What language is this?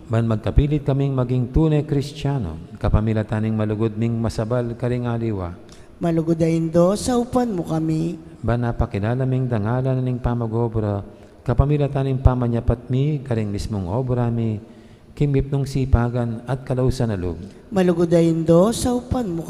Pampanga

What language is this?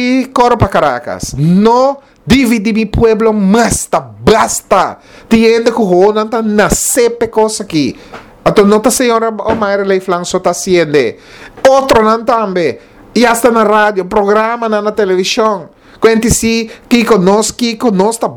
Papiamento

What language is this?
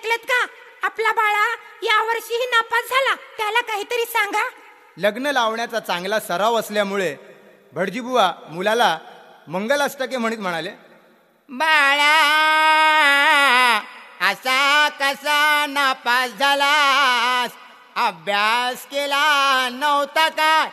Marathi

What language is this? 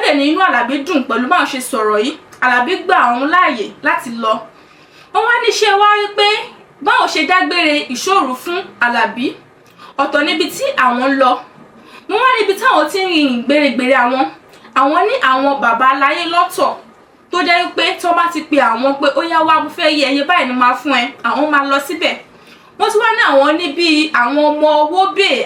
Yoruba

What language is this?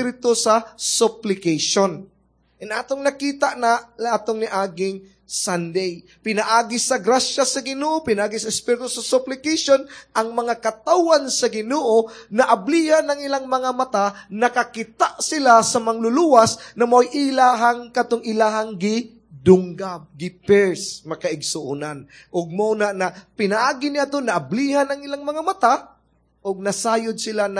Cebuano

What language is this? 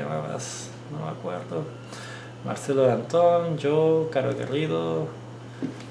Spanish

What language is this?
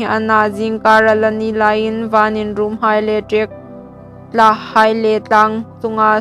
Hmar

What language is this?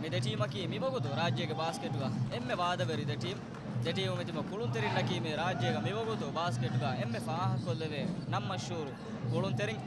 Divehi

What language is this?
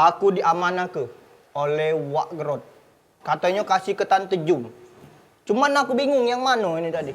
Musi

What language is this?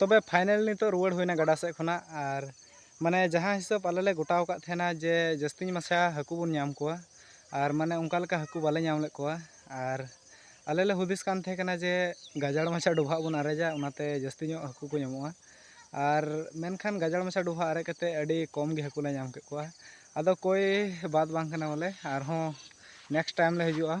Santali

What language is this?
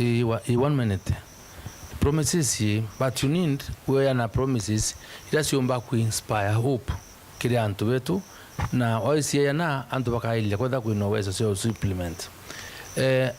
Meru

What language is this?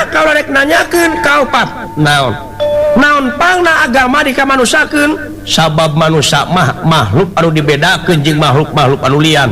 Sundanese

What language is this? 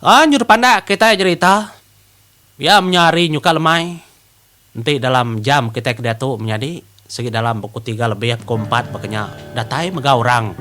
Iban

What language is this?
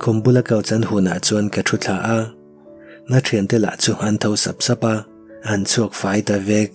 Mizo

